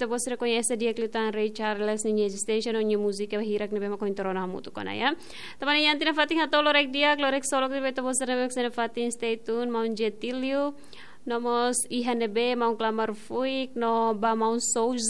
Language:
Tetum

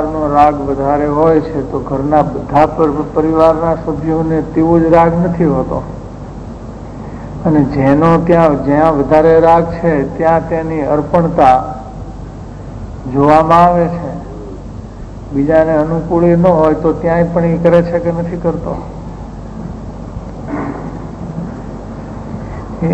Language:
Gujarati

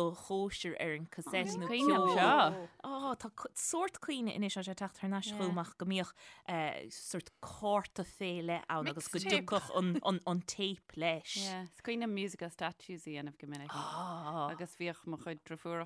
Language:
Irish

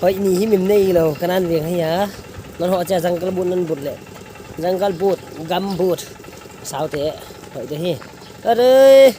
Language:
Paite Chin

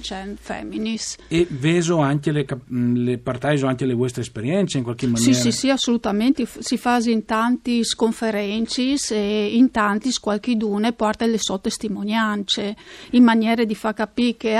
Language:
Friulian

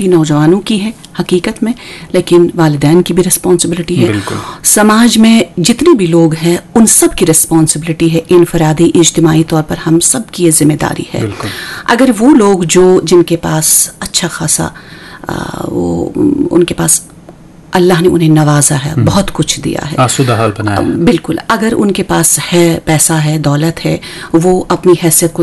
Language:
Urdu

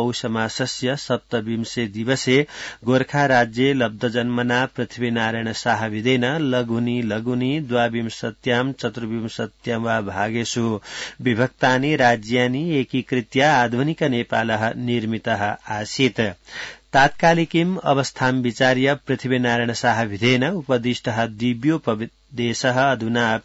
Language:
Sanskrit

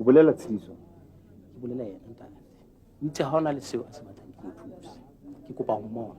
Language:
Southern Sotho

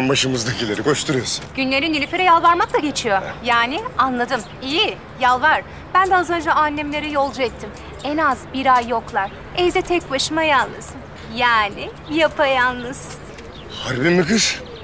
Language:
Turkish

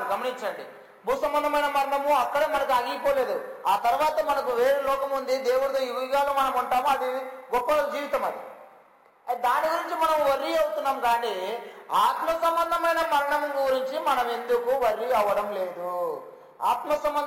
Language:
Telugu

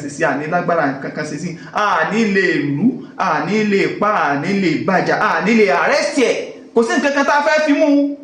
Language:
Yoruba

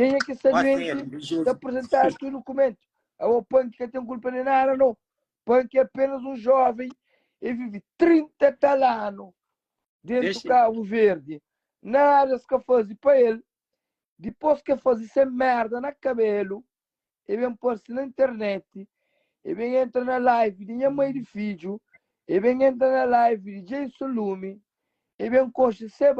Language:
Kabuverdianu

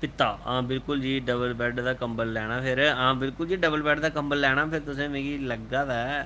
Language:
Dogri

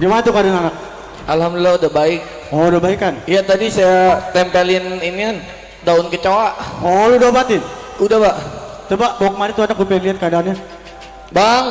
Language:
Betawi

